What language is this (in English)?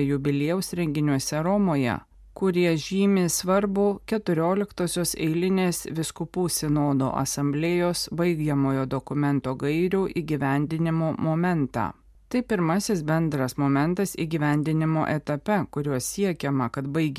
Lithuanian